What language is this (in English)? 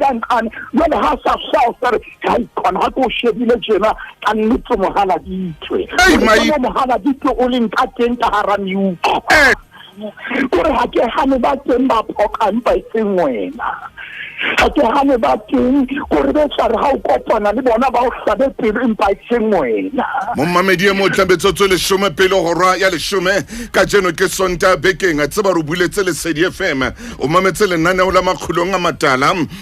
Southern Sotho